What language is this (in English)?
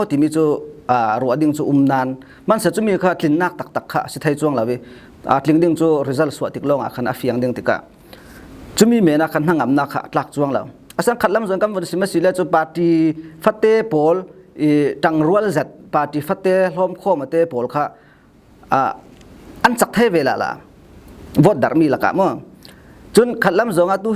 Falam Chin